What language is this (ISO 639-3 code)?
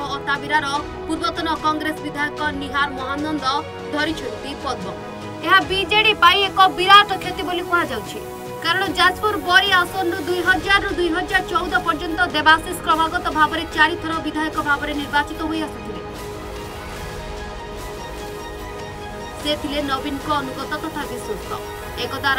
ori